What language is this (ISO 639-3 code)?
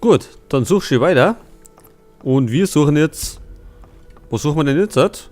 bar